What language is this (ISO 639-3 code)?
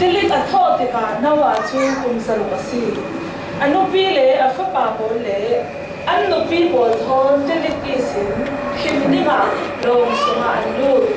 cfm